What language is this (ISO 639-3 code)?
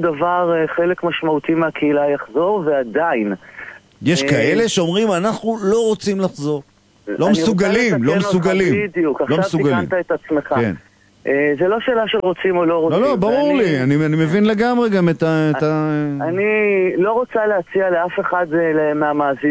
heb